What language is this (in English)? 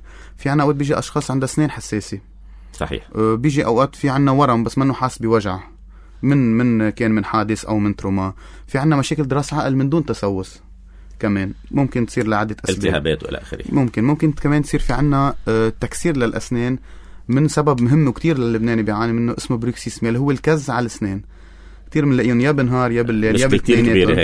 North Levantine Arabic